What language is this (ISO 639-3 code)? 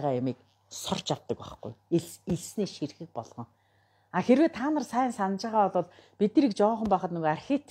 mon